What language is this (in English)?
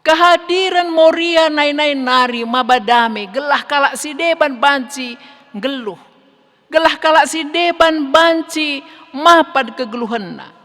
Batak Karo